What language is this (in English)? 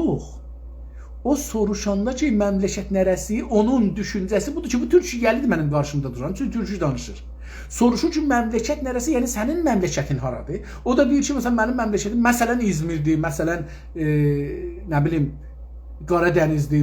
South Azerbaijani